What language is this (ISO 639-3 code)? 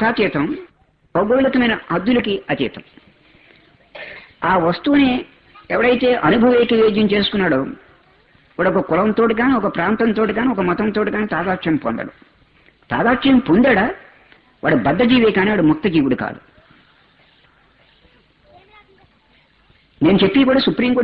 tel